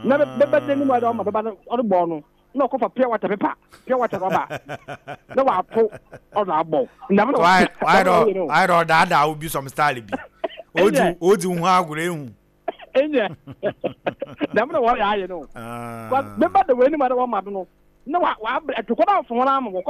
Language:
Akan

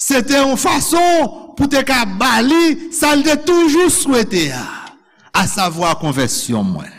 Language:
Haitian Creole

